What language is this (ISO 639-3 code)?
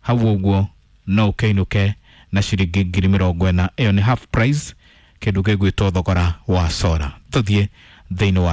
kik